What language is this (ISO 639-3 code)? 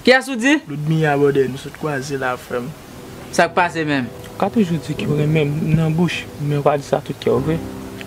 hat